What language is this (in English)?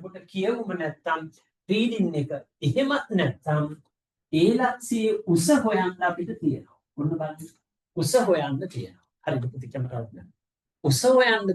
Sinhala